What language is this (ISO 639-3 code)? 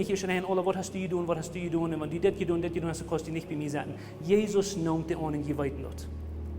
pdt